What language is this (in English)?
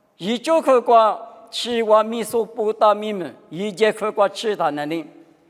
Lisu